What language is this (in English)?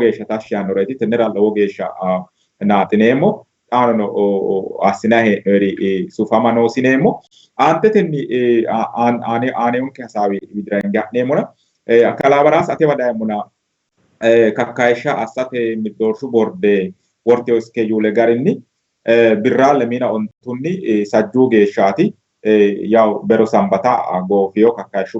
Sidamo